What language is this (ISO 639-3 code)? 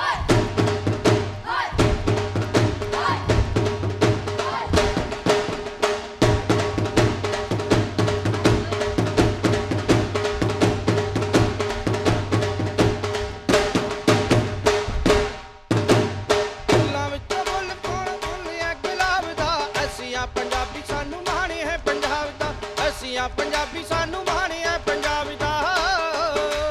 pan